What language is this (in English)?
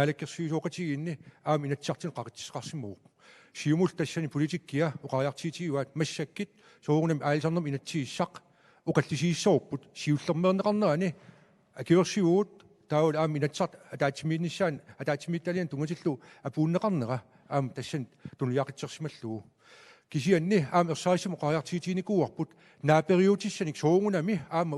Kalaallisut